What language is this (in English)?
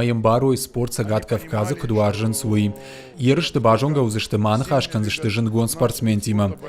Ossetic